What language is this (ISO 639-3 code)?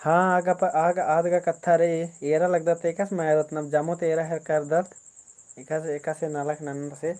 kru